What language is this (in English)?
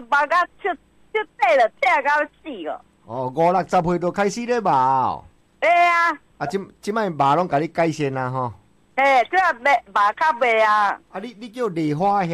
Min Nan Chinese